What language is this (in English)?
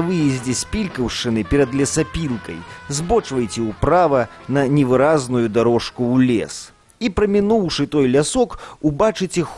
Belarusian